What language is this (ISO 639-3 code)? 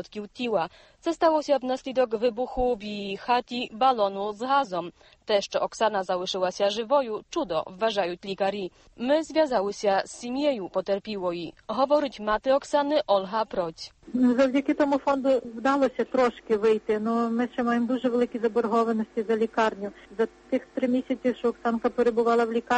ukr